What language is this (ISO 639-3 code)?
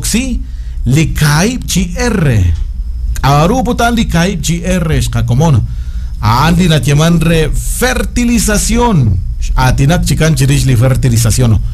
kek